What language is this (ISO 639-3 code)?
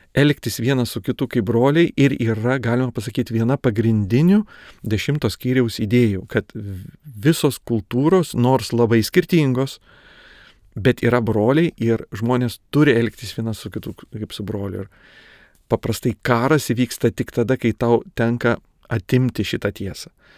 lit